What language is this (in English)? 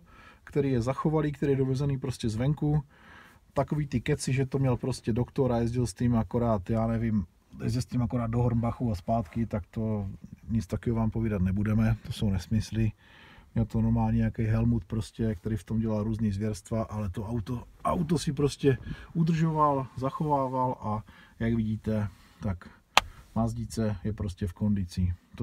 Czech